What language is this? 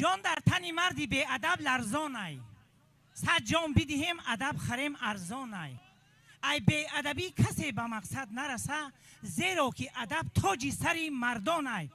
Tajik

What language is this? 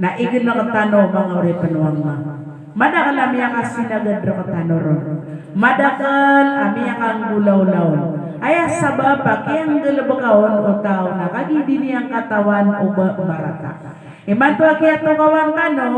Maranao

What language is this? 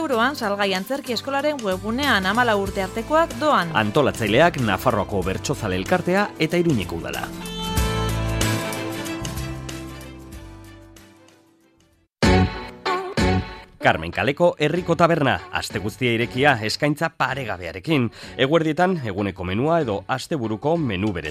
Basque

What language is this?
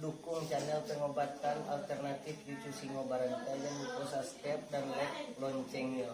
Minangkabau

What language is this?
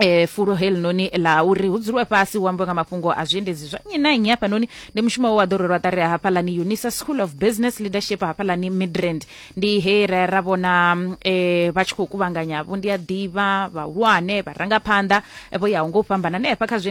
Venda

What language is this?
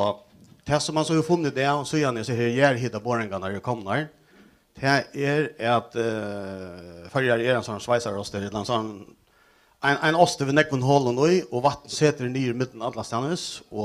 Faroese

